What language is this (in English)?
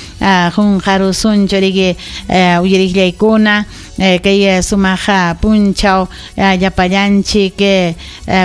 Ayacucho Quechua